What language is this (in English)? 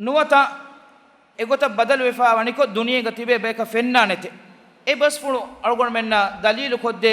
Divehi